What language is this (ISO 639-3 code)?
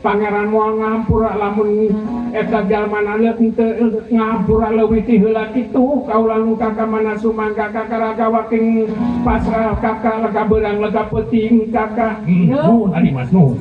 sun